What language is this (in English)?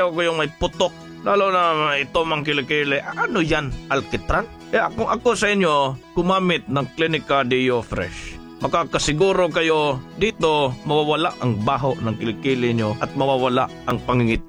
Filipino